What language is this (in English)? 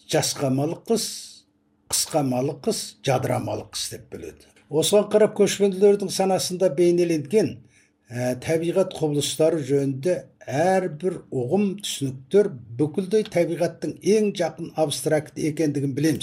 Kazakh